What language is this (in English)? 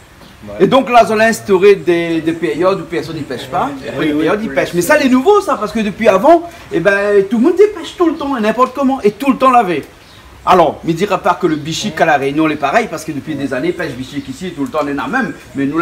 Réunion Creole French